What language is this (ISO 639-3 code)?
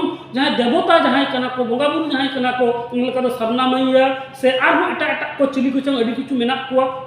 sat